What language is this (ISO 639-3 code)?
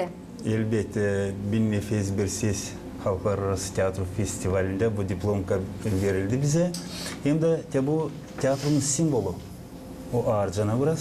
gag